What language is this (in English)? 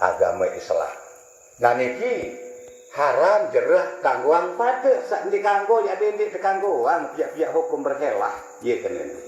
Sasak